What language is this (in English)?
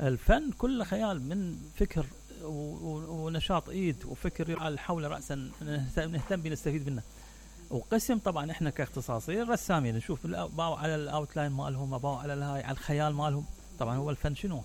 Mesopotamian Arabic